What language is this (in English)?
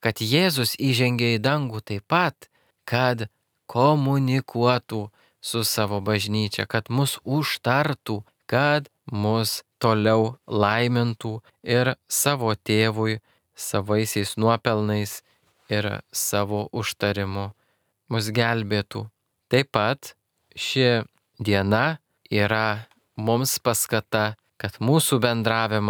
Lithuanian